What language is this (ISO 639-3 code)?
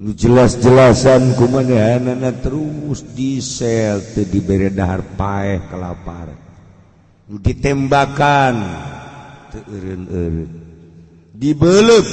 sun